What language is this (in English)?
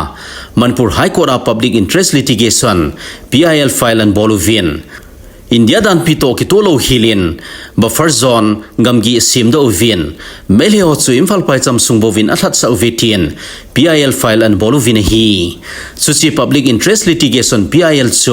Thado Chin